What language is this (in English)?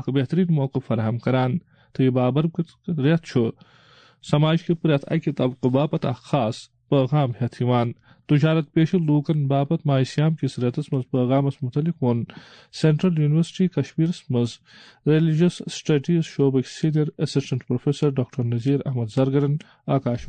Kashmiri